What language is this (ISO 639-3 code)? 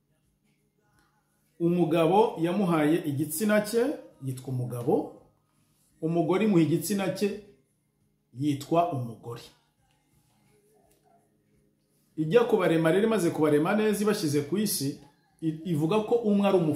kin